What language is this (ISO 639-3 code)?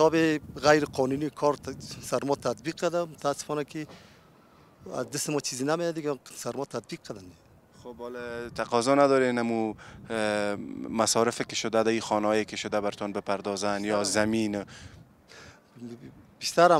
fas